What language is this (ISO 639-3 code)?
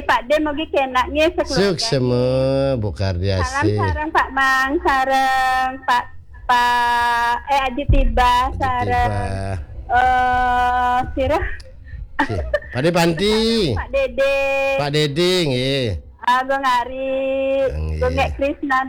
ban